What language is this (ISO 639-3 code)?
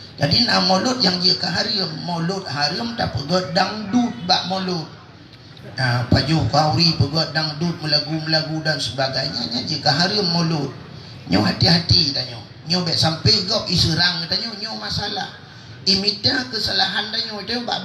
ace